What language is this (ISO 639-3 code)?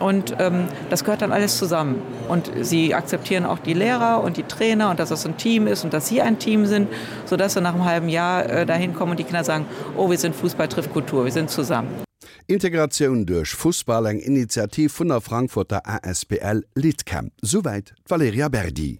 ltz